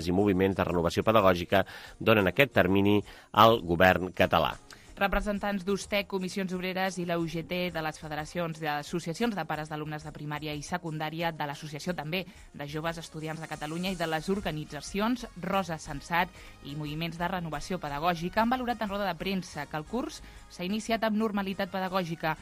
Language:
Catalan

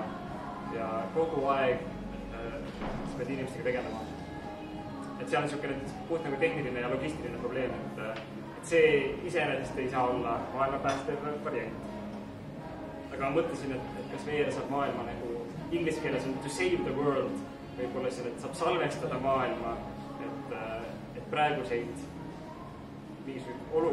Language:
Estonian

